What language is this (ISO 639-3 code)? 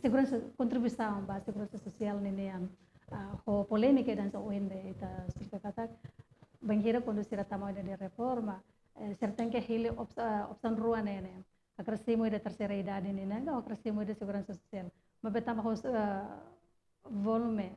tet